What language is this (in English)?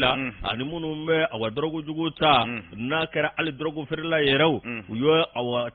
Bambara